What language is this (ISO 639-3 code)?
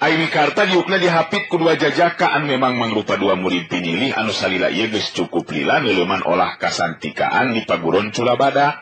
sun